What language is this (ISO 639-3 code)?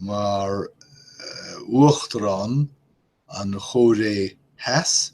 gle